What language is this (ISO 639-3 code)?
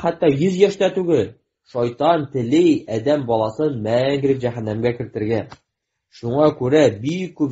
tat